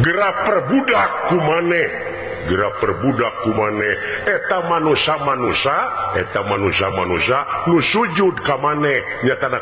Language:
Sundanese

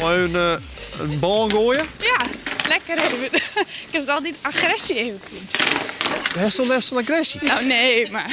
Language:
Western Frisian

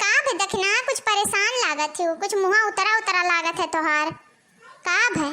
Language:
Awadhi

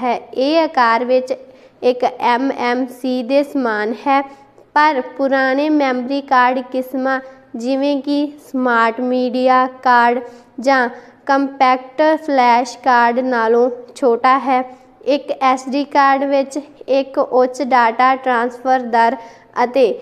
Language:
Punjabi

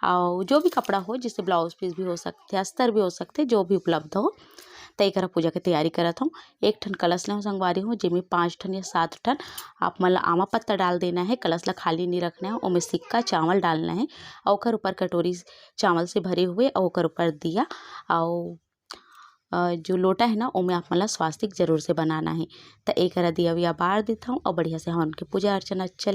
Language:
Chhattisgarhi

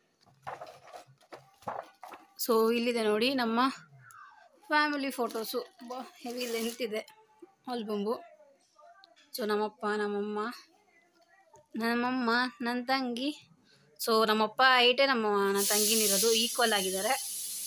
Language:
Kannada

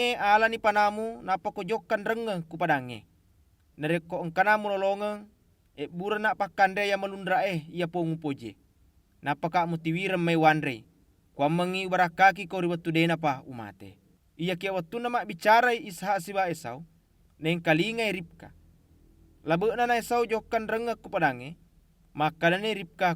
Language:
Buginese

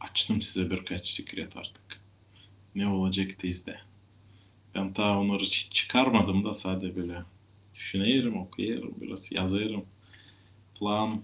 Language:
Gagauz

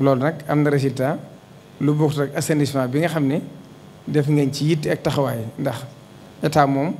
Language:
Wolof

